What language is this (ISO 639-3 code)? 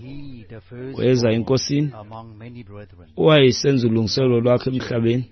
xho